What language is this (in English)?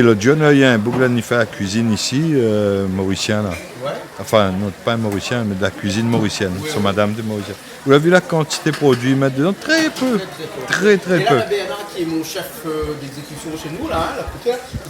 Réunion Creole French